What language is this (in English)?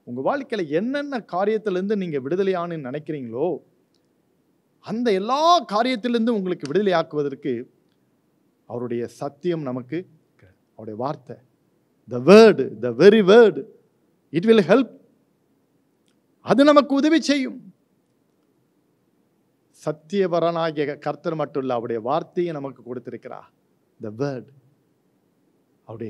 Tamil